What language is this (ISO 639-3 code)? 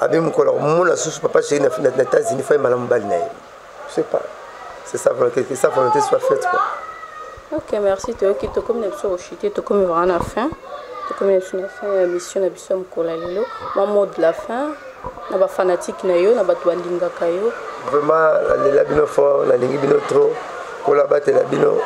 lin